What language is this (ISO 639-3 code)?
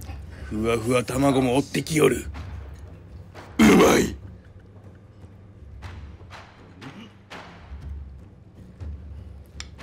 jpn